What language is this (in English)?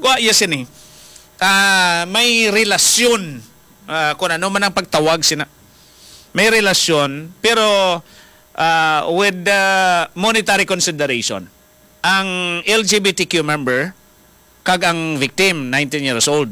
Hiligaynon